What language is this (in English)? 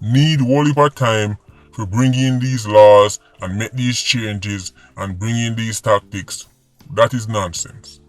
Jamaican Creole English